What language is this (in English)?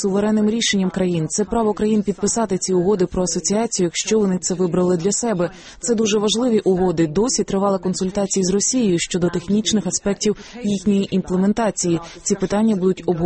Ukrainian